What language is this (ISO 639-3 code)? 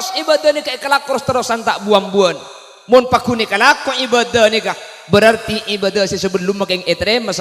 mad